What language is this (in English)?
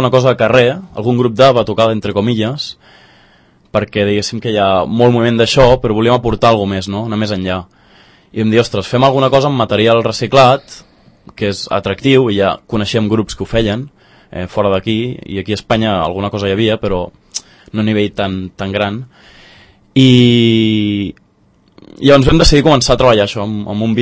Catalan